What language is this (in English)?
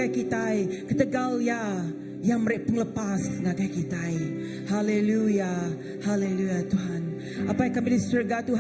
Iban